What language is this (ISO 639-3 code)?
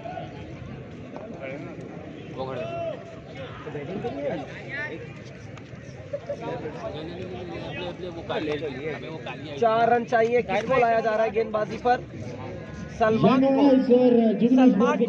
hin